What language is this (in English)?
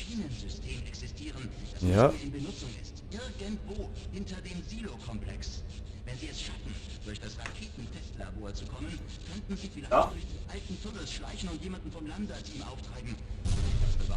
Swiss German